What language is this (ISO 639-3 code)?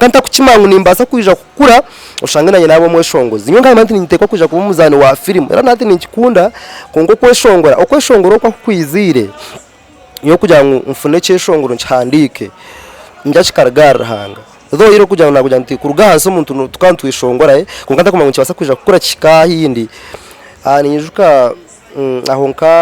nyn